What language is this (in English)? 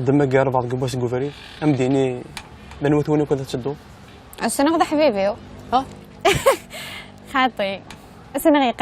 Kabyle